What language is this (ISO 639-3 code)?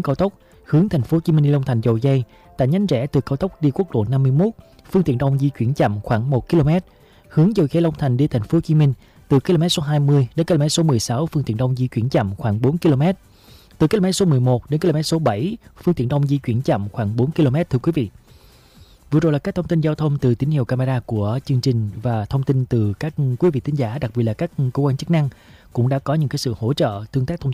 vie